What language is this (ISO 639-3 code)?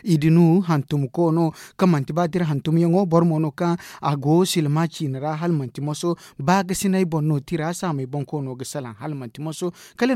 dje